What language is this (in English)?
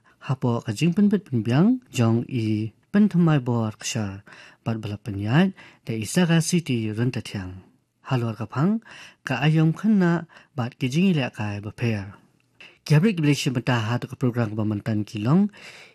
Khasi